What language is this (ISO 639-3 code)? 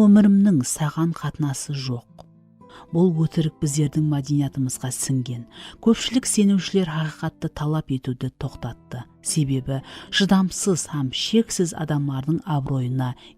kaa